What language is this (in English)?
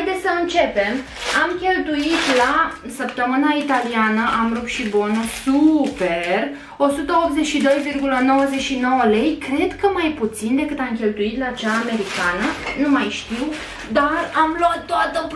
Romanian